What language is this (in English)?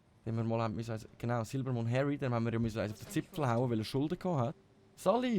Swiss German